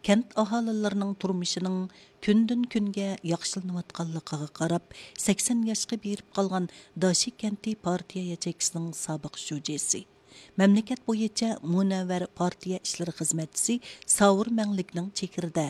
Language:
Uyghur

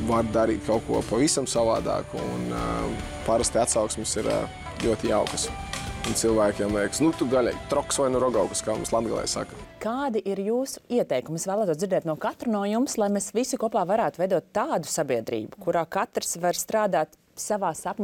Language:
Latvian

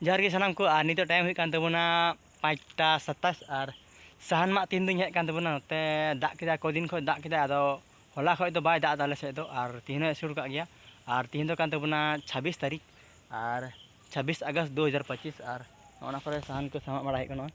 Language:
Santali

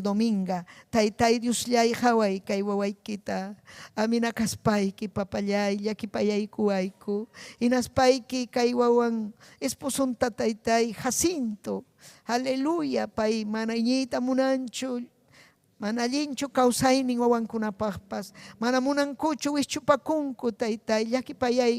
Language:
Ayacucho Quechua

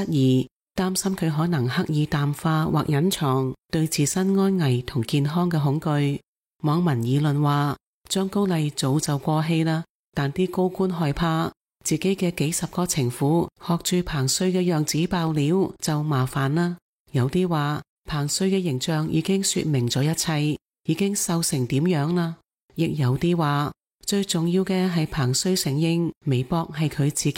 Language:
Cantonese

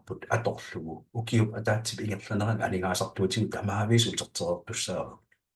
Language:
Kalaallisut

